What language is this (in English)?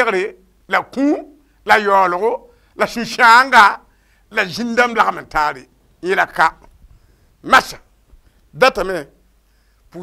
Mossi